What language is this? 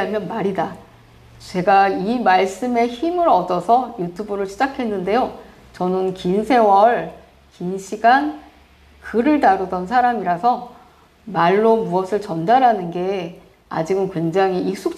Korean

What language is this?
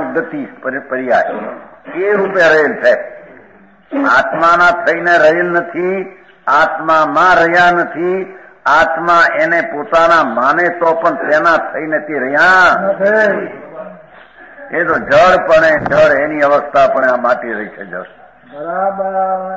Gujarati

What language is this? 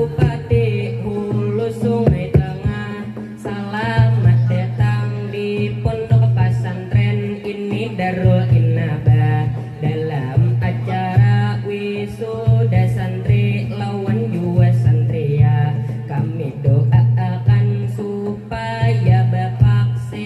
Banjar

